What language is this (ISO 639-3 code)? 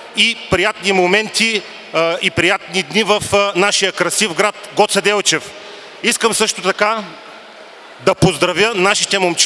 bul